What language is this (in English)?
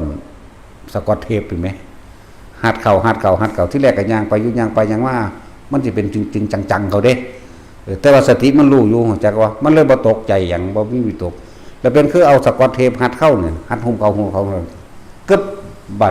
Lao